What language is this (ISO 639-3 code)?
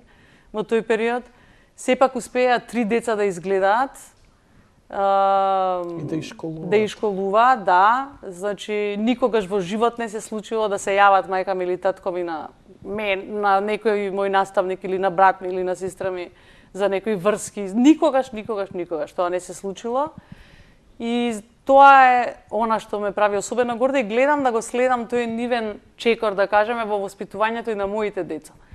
mkd